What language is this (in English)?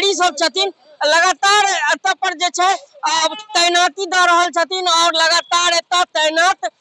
Maithili